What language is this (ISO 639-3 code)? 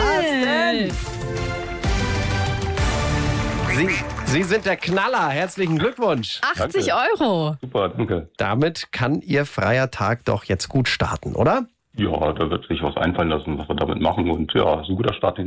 deu